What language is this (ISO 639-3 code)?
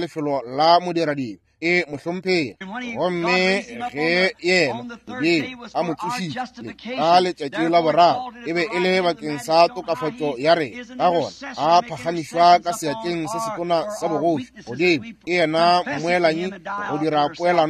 nso